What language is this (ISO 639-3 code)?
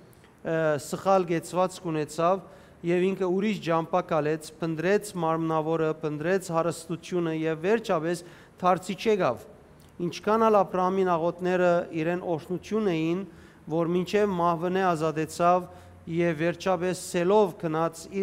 hyw